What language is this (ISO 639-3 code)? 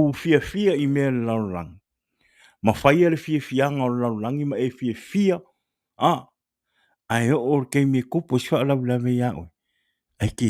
smo